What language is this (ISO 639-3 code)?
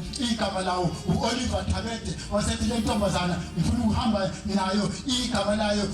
zul